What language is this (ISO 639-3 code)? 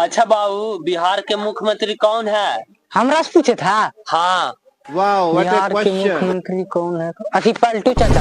mag